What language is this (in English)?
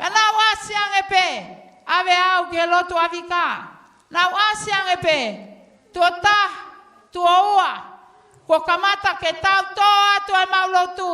Tongan